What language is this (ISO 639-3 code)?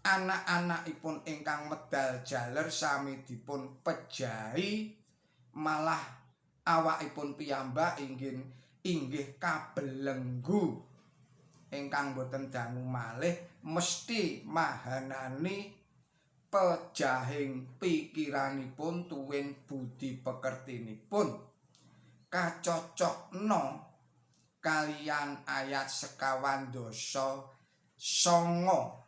jav